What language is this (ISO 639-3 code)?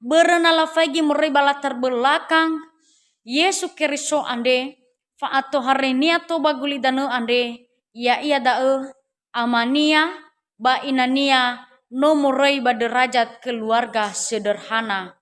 nia